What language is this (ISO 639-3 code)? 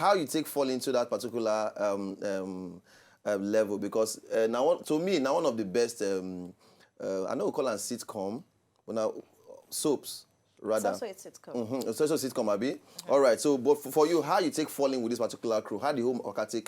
pcm